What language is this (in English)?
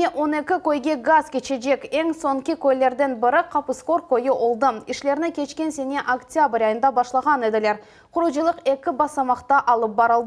Crimean Tatar